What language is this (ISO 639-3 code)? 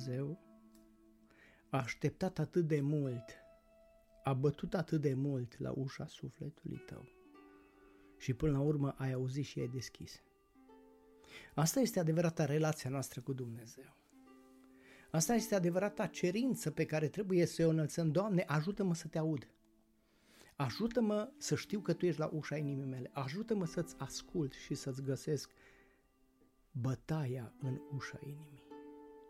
ron